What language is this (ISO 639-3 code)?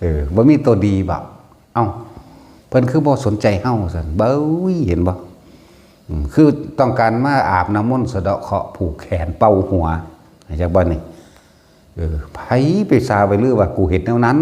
tts